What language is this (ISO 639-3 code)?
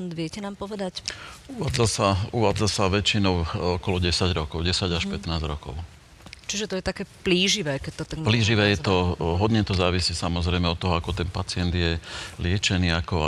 slk